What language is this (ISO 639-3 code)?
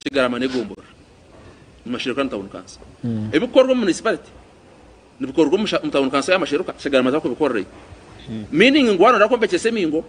nyn